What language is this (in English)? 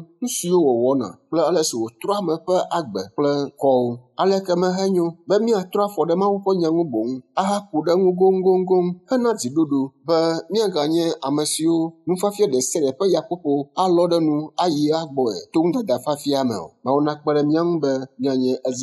Ewe